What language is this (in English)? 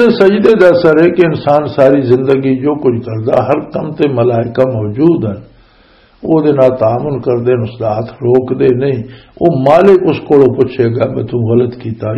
Western Panjabi